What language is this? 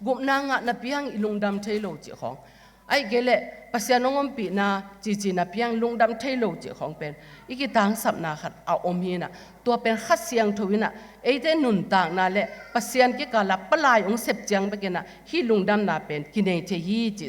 Tedim Chin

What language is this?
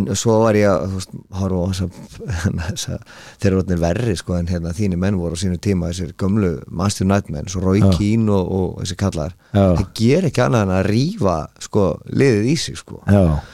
Icelandic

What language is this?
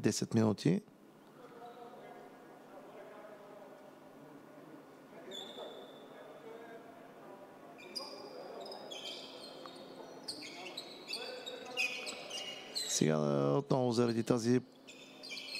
Bulgarian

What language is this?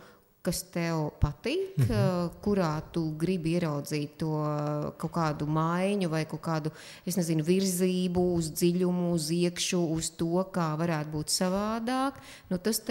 Latvian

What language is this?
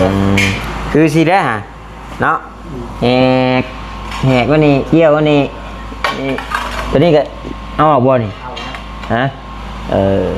Northeastern Thai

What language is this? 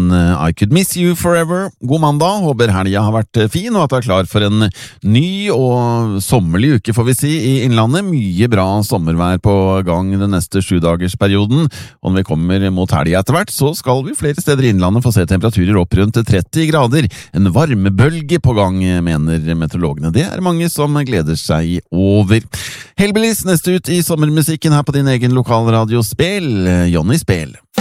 Norwegian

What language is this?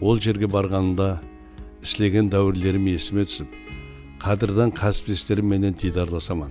Kara-Kalpak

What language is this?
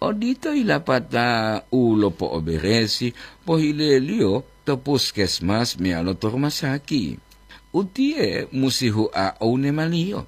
Gorontalo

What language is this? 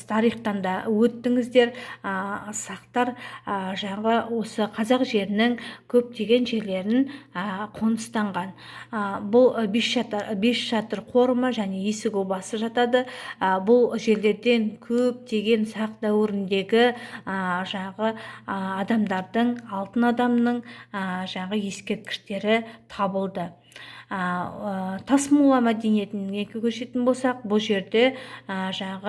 Kazakh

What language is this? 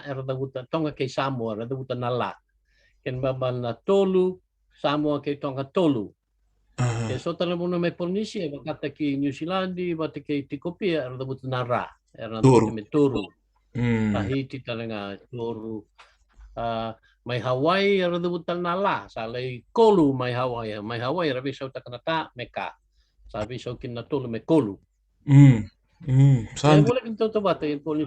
Fijian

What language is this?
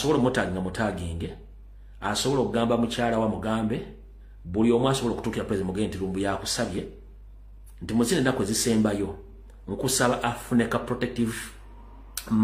Ganda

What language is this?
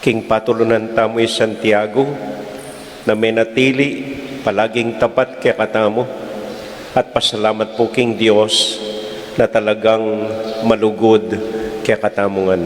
Pampanga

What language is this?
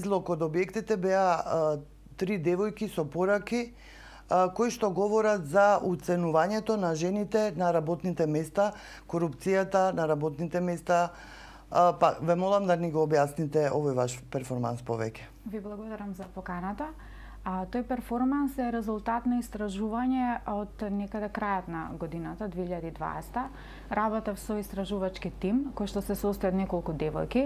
Macedonian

